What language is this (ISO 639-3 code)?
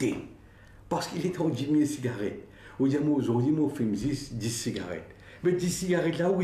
mfe